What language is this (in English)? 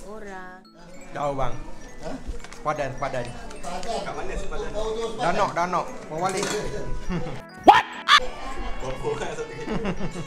Malay